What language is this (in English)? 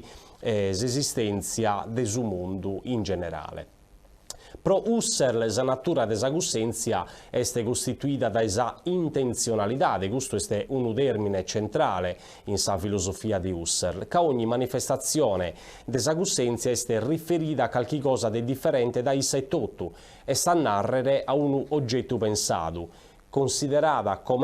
Sardinian